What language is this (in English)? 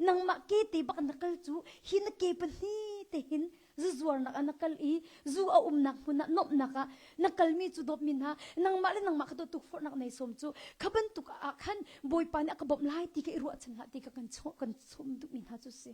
Hakha Chin